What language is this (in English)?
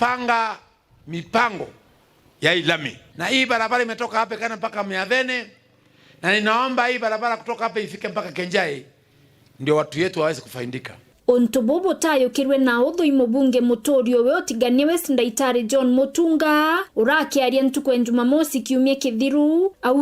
Meru